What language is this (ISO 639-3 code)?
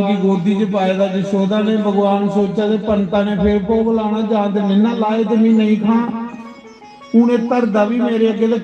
doi